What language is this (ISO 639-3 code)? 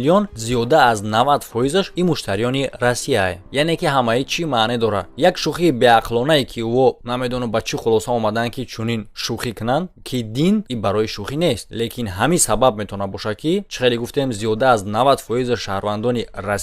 tgk